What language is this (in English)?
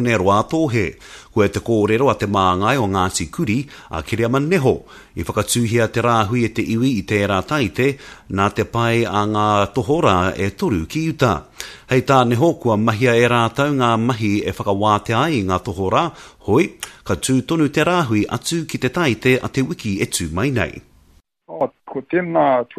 Māori